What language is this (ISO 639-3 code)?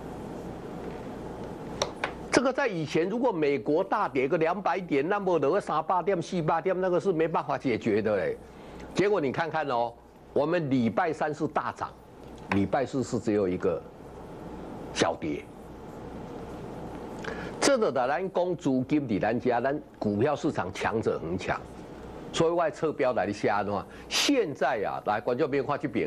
zho